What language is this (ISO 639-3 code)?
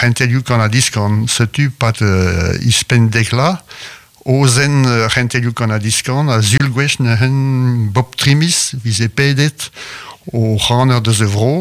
bre